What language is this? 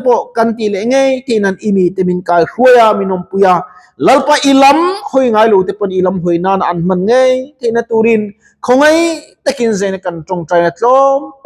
Mizo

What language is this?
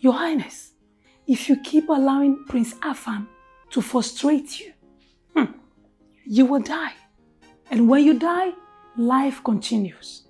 Nigerian Pidgin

